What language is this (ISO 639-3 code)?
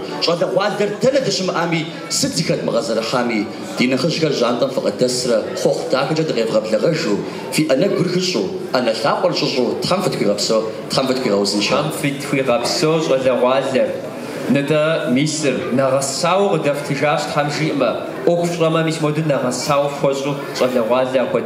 kbd